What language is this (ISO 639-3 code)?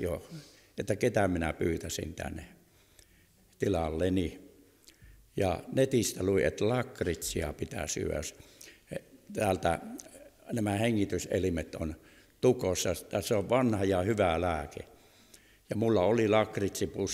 fin